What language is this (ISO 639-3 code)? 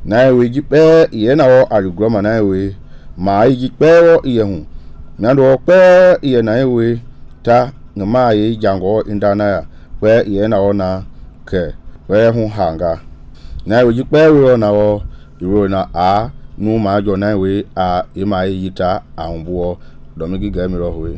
men